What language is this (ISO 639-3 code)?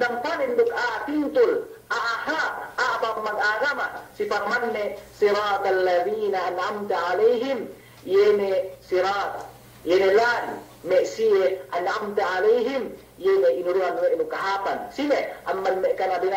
yka